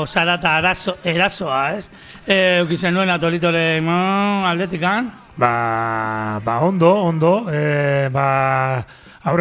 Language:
Basque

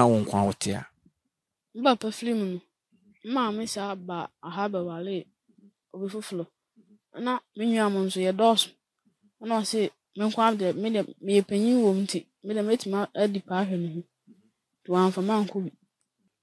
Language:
Akan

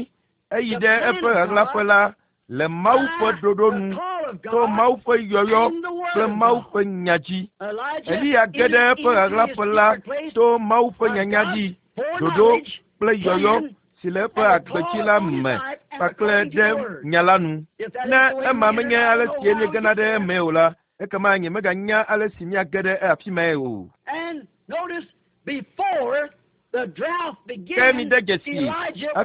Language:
Ewe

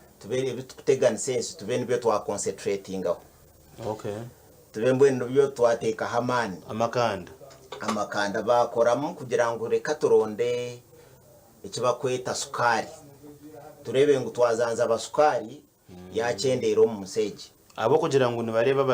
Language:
Nyankole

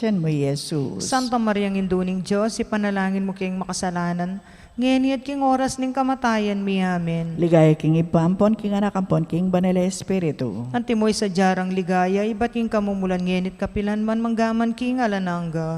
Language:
Pampanga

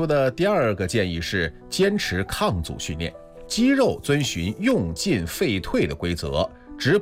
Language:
Chinese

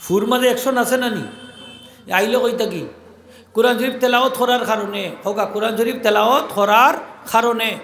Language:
Sylheti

